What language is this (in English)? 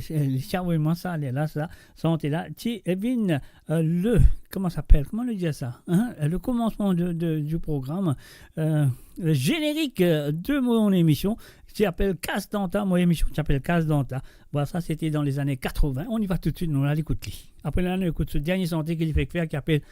Morisyen